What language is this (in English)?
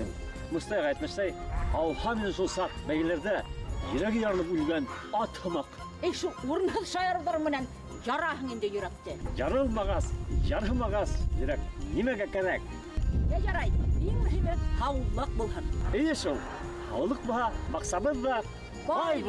Bashkir